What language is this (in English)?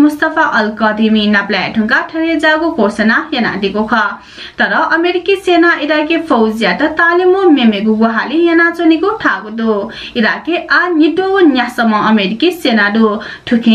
Newari